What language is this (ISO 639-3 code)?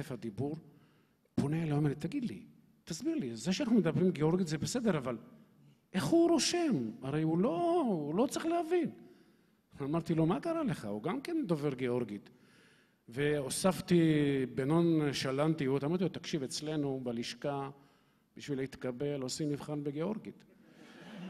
heb